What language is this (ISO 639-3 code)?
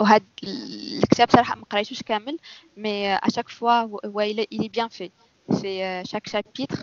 ary